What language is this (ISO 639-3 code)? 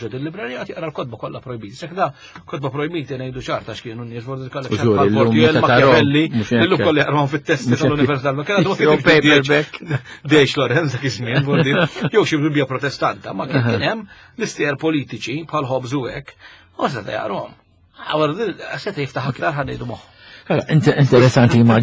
mlt